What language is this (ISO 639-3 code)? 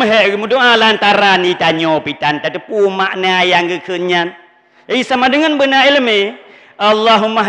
ace